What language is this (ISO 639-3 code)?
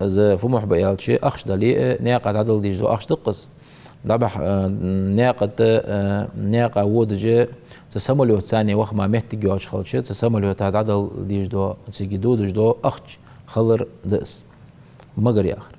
inh